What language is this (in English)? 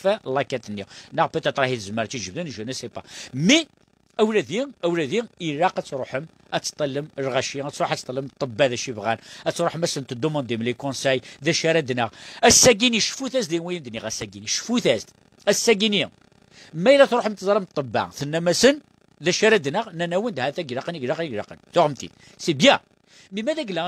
Kabyle